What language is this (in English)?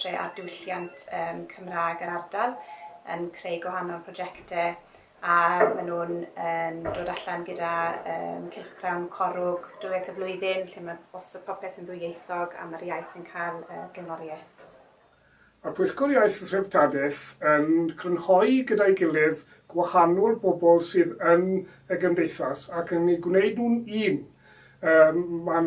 Welsh